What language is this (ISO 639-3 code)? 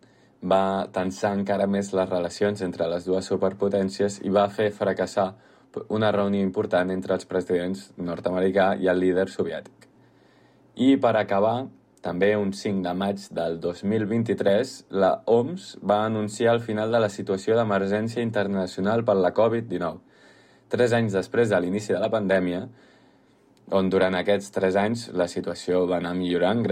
cat